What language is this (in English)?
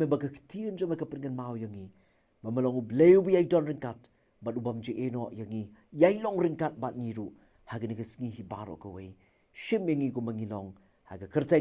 Khasi